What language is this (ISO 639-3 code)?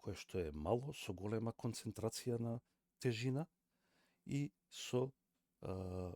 mkd